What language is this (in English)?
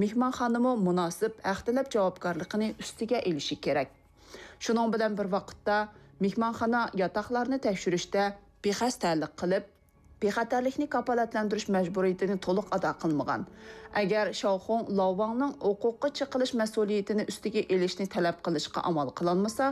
Uyghur